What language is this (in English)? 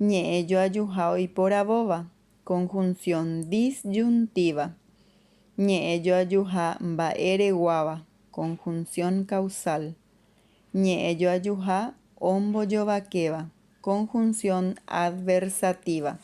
Guarani